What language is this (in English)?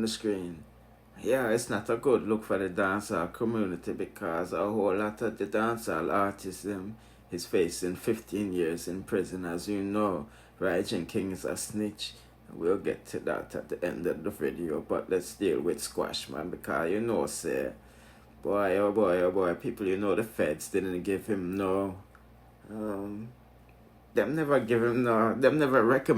Jamaican Creole English